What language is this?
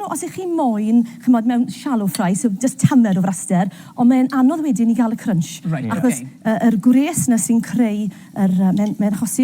Welsh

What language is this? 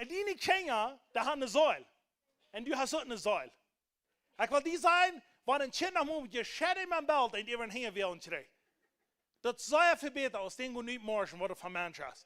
Plautdietsch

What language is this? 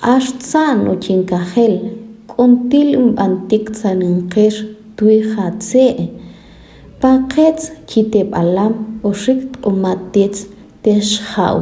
Tektiteko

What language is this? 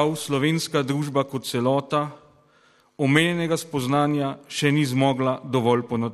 Slovenian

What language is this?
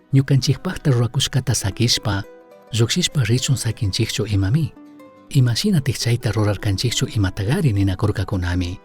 Chimborazo Highland Quichua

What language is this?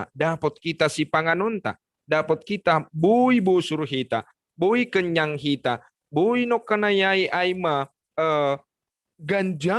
Batak Simalungun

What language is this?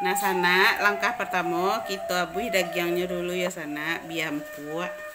Minangkabau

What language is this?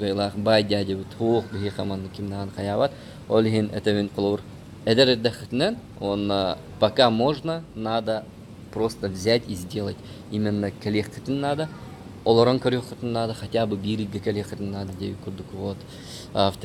Yakut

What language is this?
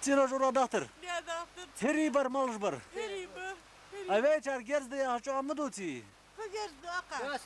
Ingush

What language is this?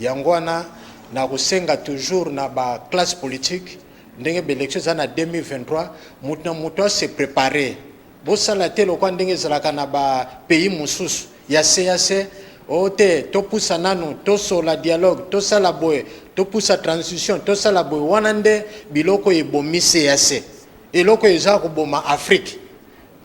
Lingala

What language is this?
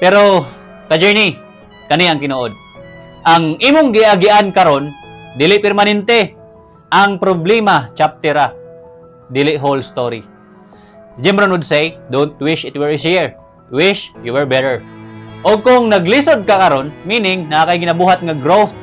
Cebuano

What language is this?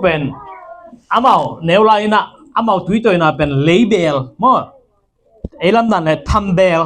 Tedim Chin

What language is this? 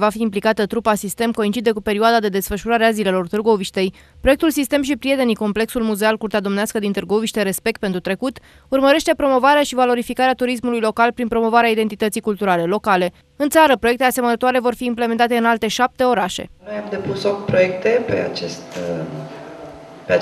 Romanian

